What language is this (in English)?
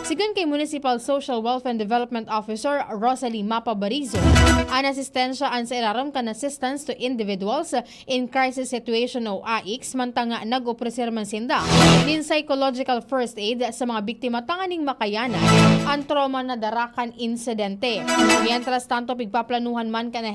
Bikol